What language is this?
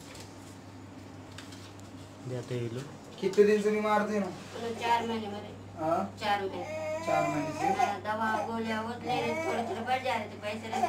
Hindi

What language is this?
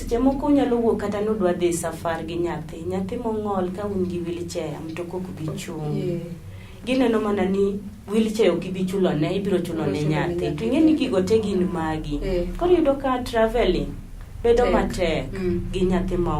Luo (Kenya and Tanzania)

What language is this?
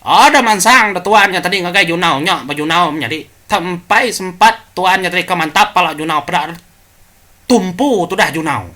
Iban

